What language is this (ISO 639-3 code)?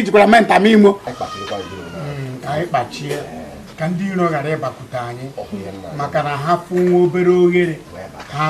ibo